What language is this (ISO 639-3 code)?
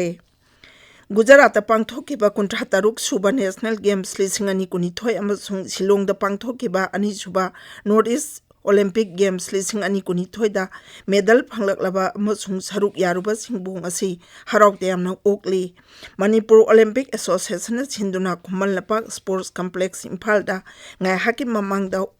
mni